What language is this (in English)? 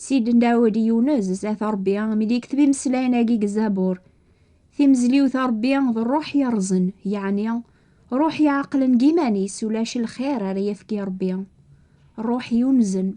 Kabyle